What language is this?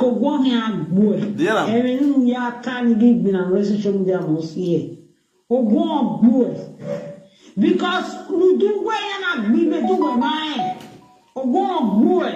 Nigerian Pidgin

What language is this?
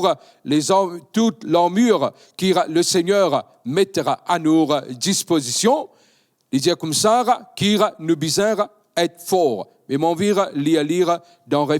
Morisyen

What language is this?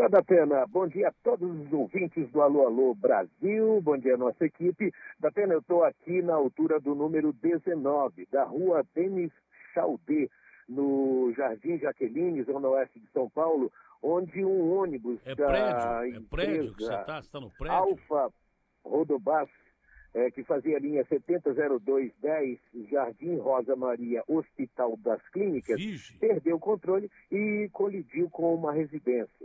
Portuguese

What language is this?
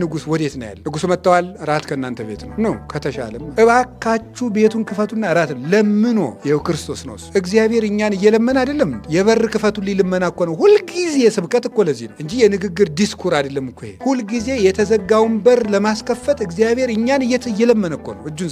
Amharic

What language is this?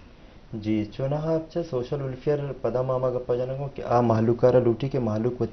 Eastern Balochi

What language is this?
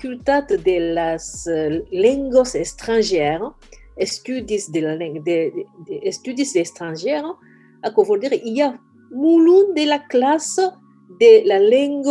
Occitan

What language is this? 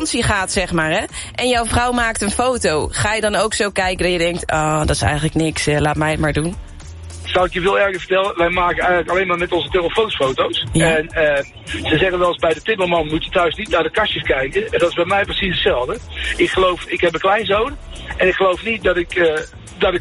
Dutch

